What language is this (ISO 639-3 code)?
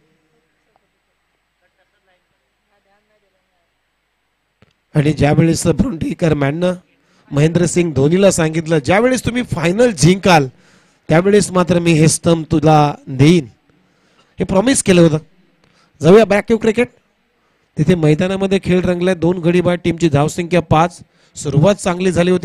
mar